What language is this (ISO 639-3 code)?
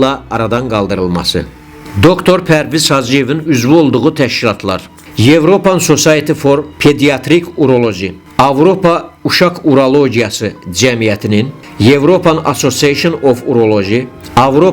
aze